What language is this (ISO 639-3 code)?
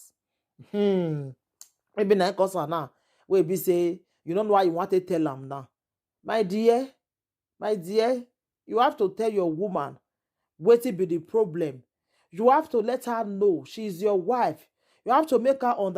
pcm